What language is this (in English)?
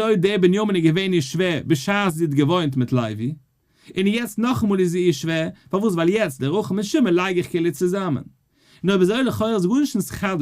Yiddish